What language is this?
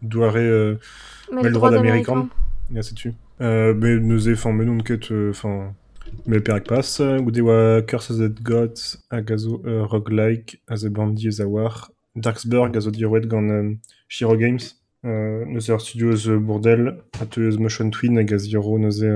Breton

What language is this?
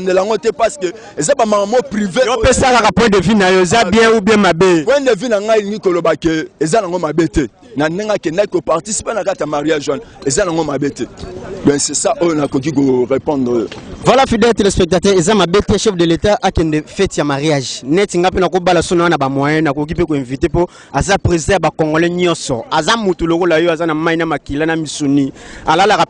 Lingala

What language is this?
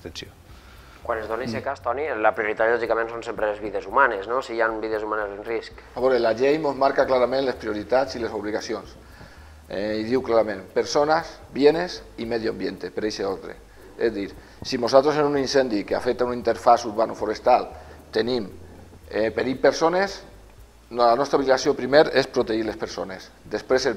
Catalan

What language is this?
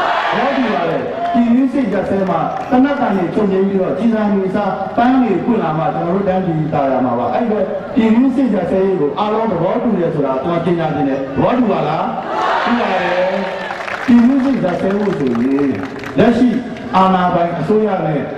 Burmese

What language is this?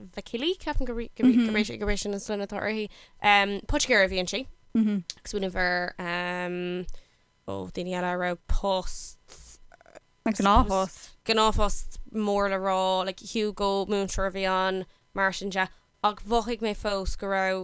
Irish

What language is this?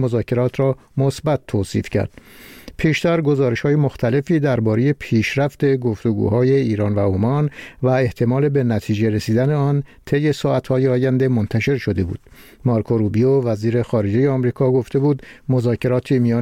Persian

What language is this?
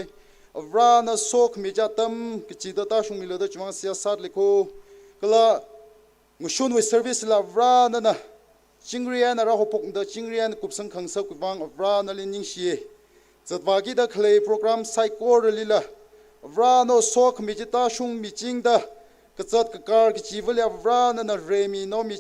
Tangkhul Naga (India)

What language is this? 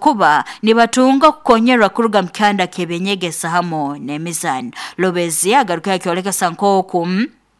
Nyoro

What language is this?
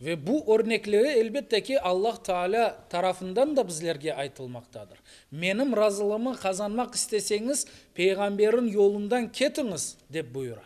Crimean Tatar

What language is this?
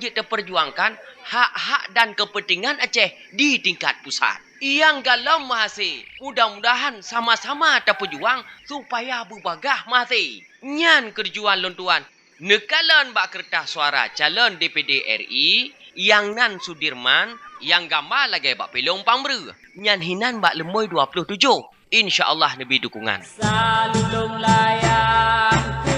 Achinese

